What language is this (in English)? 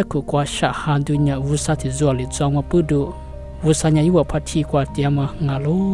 Lisu